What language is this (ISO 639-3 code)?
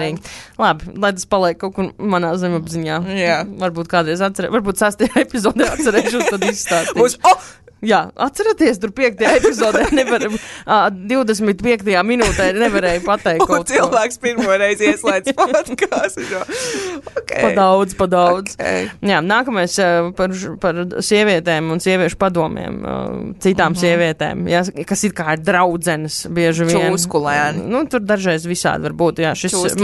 lav